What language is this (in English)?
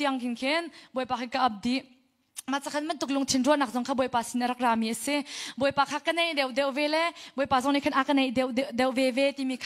Hakha Chin